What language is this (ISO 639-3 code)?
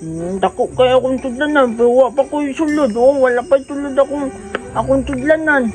ceb